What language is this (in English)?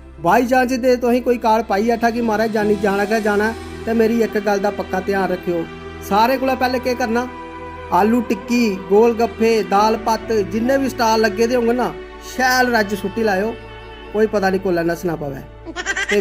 Dogri